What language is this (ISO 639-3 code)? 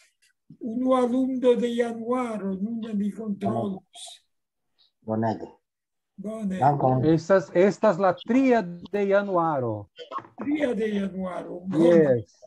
epo